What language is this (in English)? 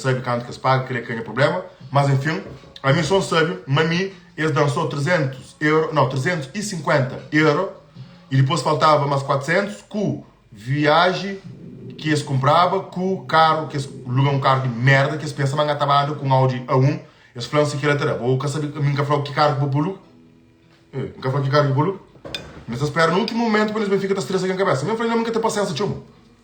Kabuverdianu